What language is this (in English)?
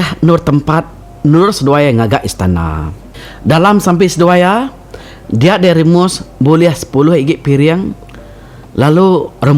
Iban